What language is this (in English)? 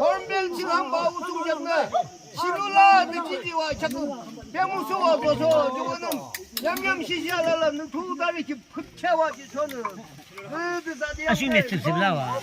Yimchungru Naga